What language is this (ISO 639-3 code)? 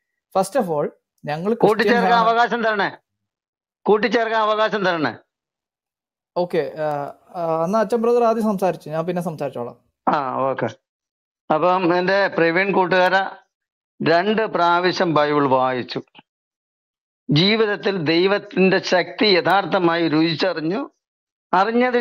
mal